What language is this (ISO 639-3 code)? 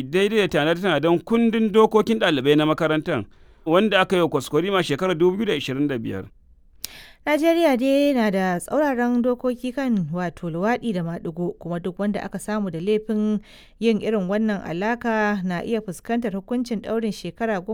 hau